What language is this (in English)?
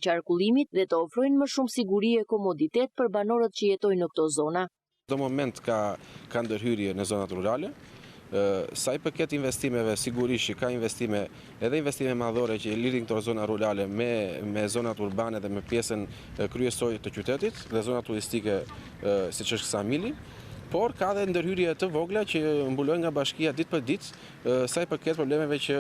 Albanian